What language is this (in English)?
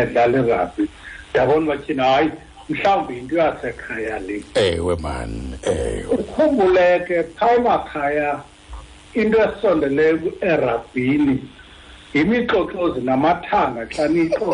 Xhosa